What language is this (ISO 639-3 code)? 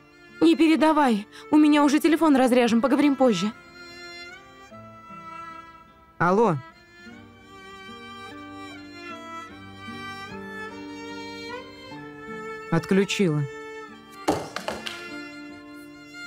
rus